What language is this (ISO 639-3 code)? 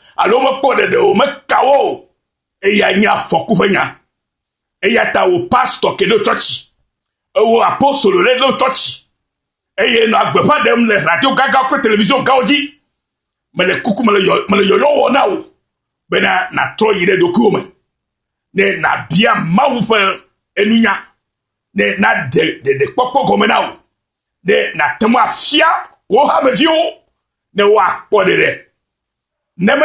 ewe